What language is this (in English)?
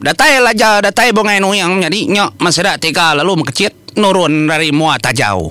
Iban